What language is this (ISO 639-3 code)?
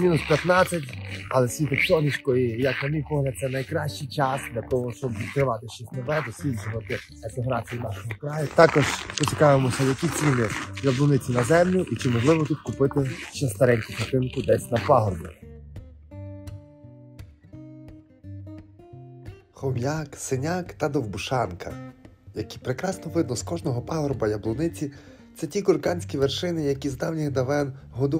ukr